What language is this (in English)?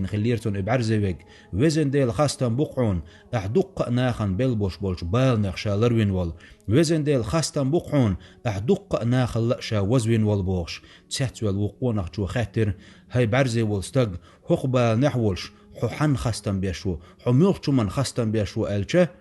Chechen